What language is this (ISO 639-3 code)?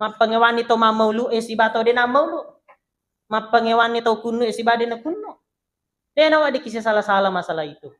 bug